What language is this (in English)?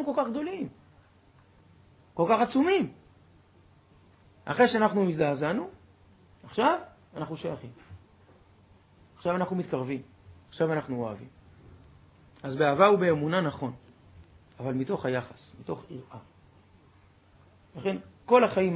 Hebrew